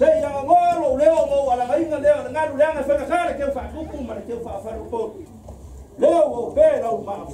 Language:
Samoan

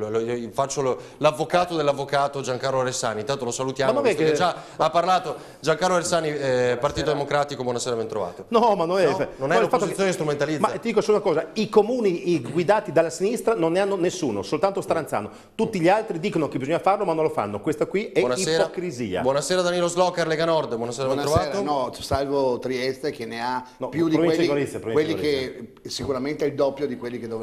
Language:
Italian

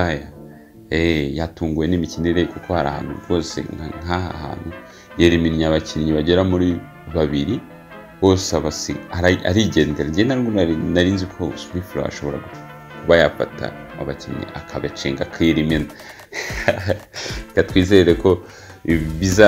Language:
Kinyarwanda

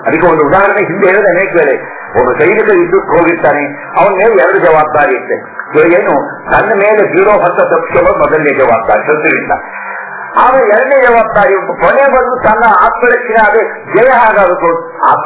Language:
Kannada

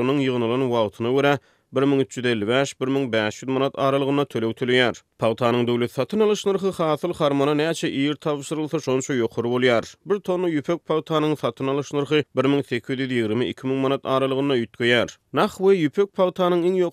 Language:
Turkmen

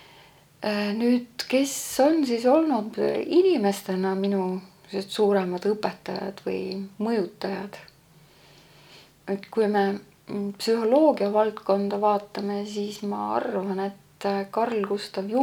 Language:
Estonian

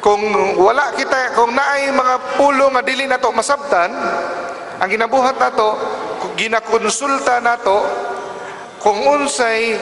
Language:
Cebuano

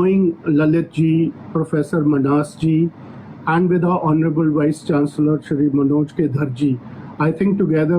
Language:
Dogri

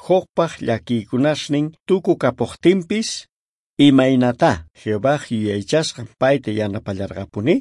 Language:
South Bolivian Quechua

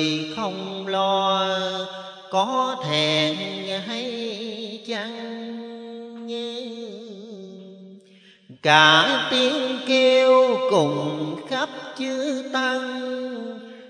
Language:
Vietnamese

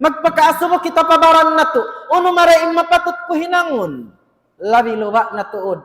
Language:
Tausug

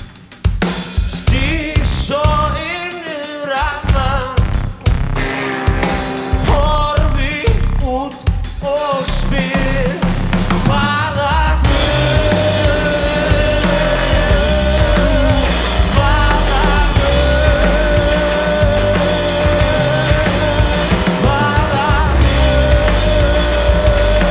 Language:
Icelandic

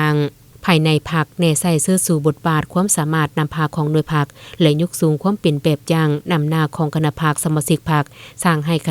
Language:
Lao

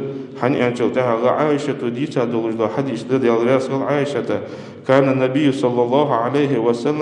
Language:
Ingush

